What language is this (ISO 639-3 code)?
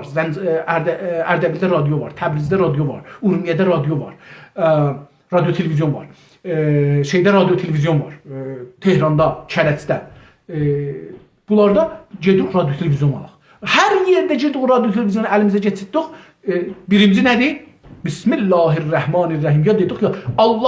azb